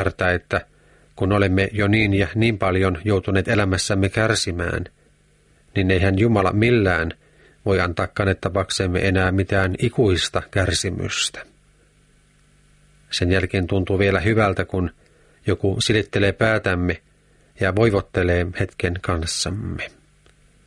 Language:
Finnish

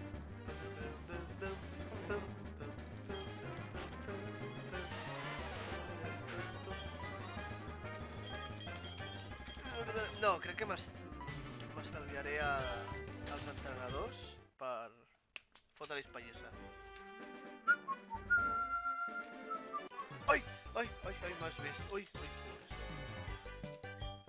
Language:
Catalan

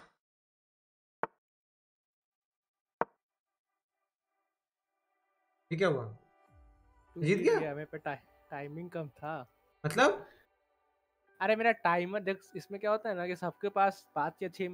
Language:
Hindi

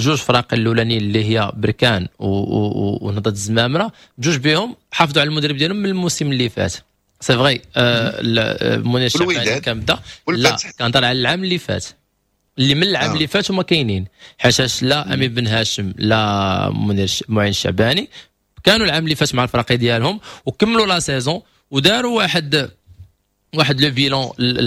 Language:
Moroccan Arabic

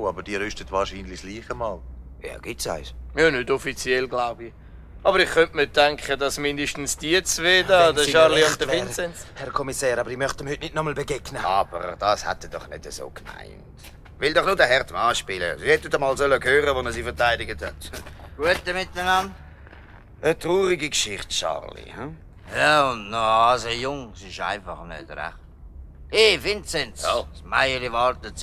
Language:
Swiss German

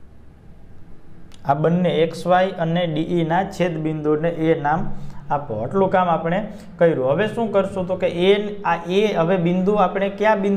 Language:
Gujarati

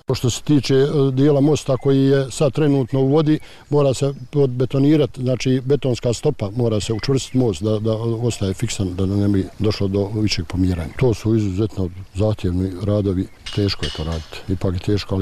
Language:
Bosnian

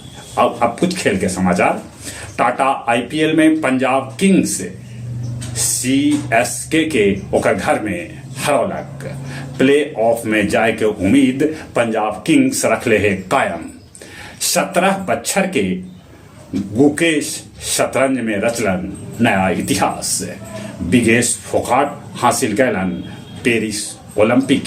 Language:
Magahi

